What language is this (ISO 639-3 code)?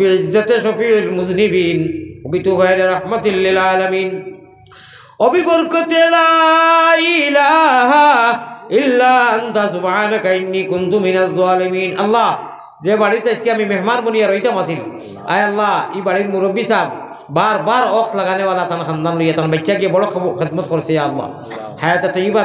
syl